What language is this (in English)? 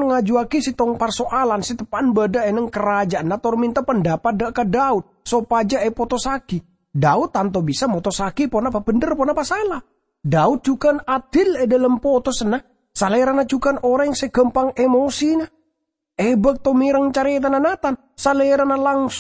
Madurese